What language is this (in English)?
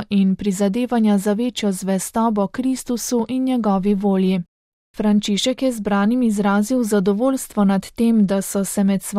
Slovenian